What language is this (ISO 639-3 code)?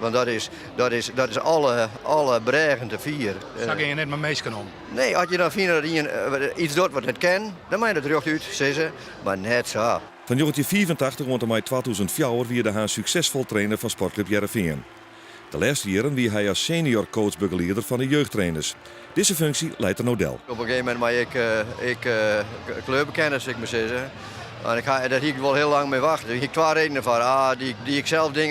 fry